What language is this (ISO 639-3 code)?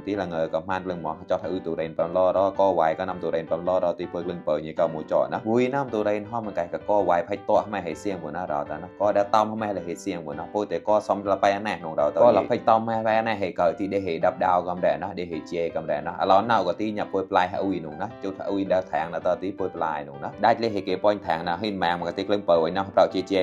mnw